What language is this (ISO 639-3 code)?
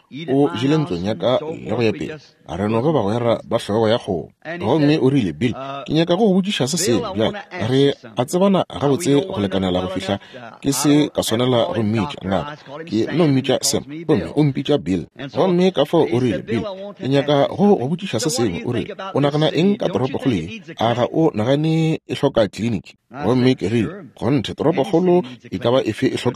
nso